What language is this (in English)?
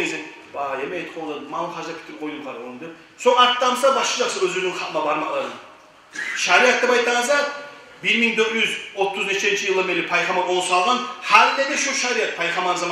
Kumyk